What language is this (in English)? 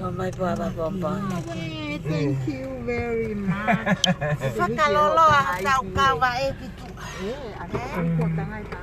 Tongan